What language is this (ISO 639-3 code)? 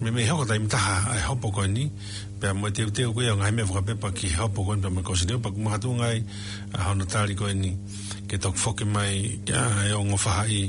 ton